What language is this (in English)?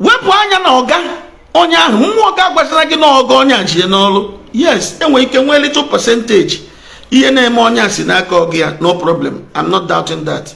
Igbo